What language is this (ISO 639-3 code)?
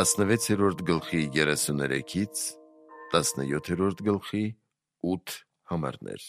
hye